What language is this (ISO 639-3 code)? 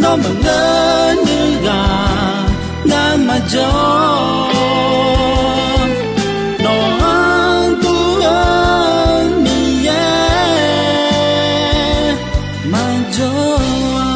ahk